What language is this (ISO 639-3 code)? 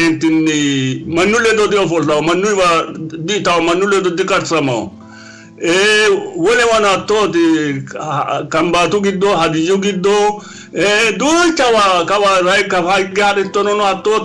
sid